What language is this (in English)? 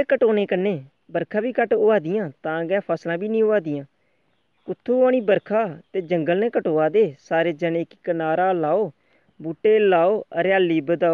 Dogri